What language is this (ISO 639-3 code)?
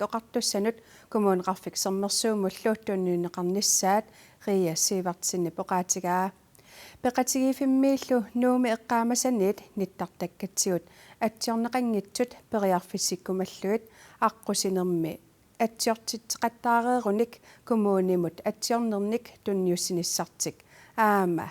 kal